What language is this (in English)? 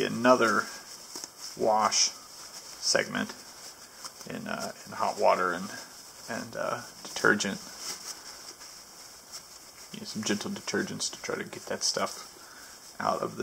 English